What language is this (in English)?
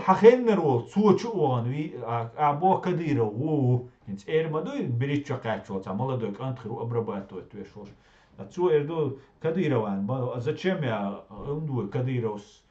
Chechen